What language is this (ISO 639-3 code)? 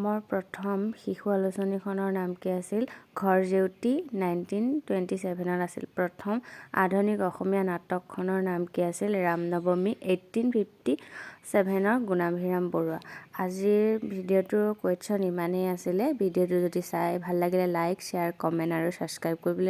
asm